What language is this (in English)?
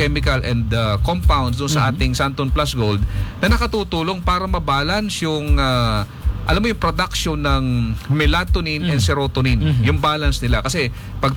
Filipino